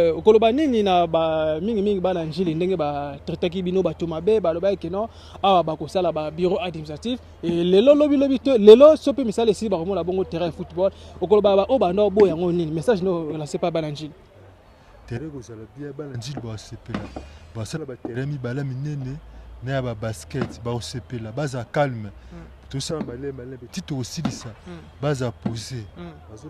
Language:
Lingala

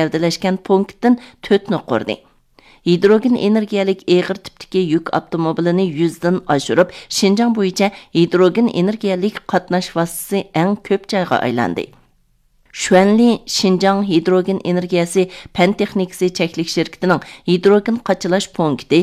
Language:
Uyghur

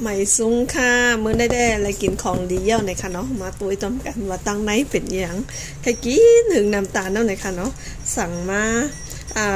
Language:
Shan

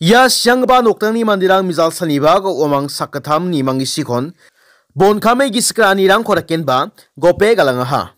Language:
Garo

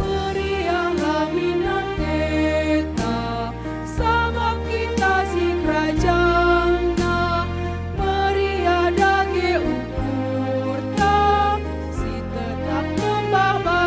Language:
Batak Karo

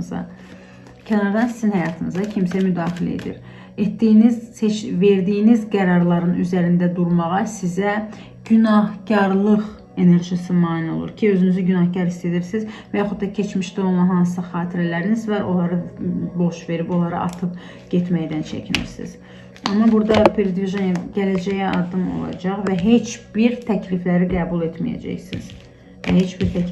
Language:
Azerbaijani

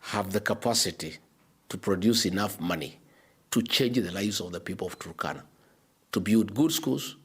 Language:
Kamba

